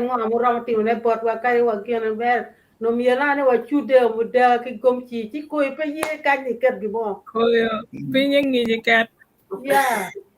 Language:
Acoli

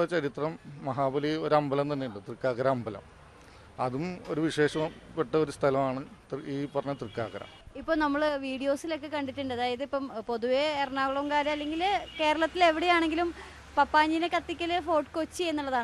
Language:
Malayalam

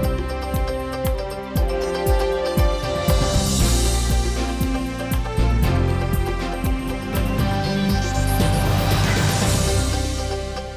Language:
Udmurt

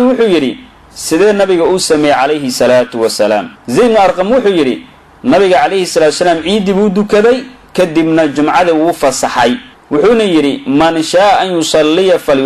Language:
Somali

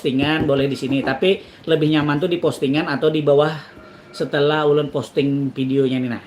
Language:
Banjar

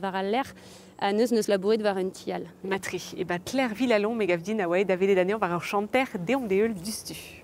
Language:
Breton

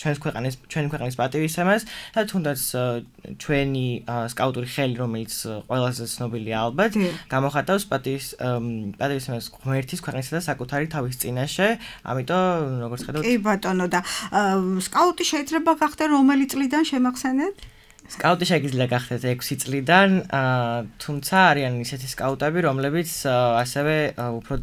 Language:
Georgian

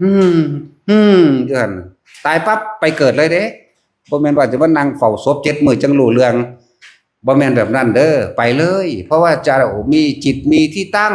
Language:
Northeastern Thai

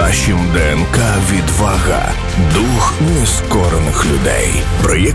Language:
Ukrainian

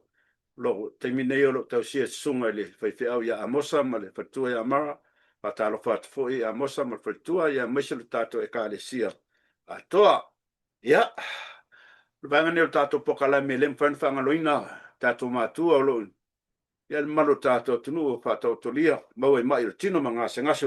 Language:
Samoan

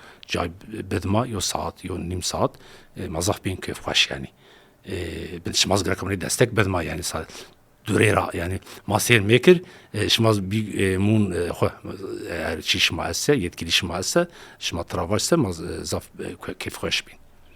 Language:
Zaza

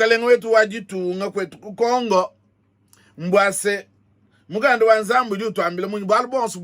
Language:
Luba-Lulua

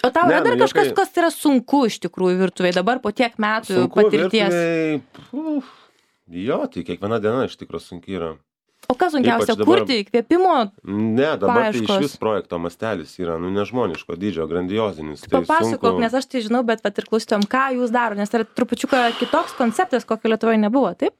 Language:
Lithuanian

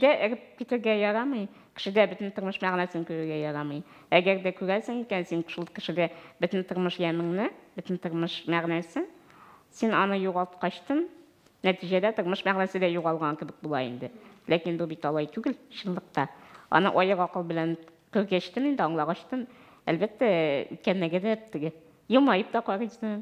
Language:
Tatar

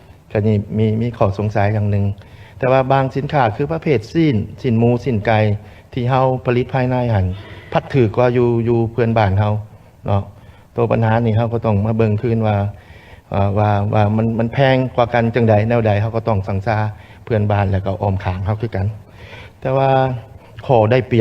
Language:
Lao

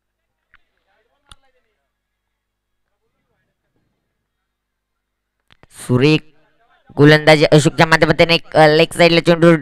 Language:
Marathi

